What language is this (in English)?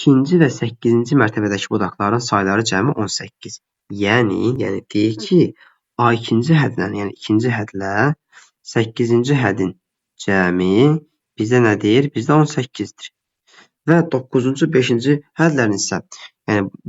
Azerbaijani